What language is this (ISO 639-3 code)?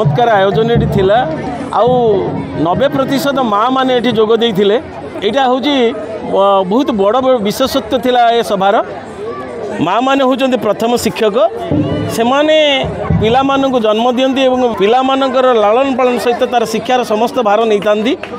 ori